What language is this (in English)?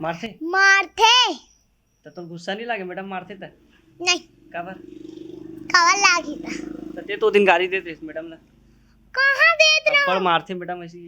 Chhattisgarhi